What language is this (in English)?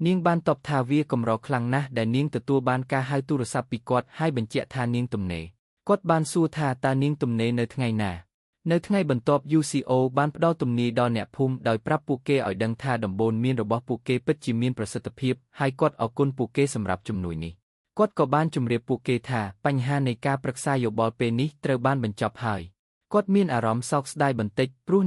Khmer